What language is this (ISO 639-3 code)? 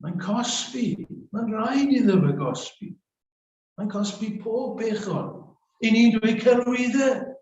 cym